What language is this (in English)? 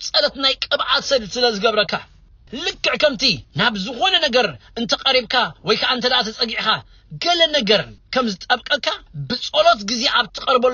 Tigrinya